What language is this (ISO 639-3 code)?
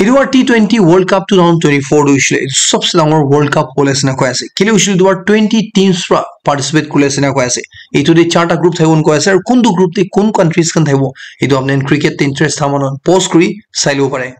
nag